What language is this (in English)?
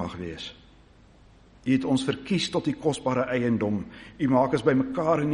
Afrikaans